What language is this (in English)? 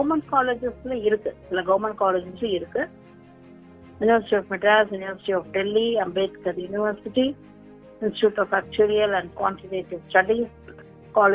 Tamil